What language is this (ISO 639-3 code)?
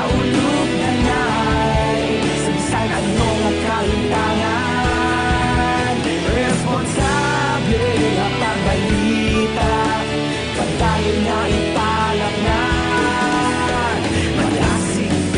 hil